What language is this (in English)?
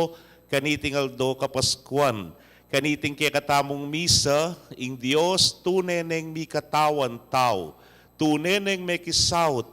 Pampanga